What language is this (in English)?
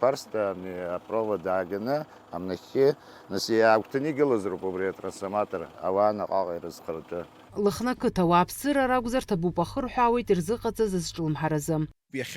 Abkhazian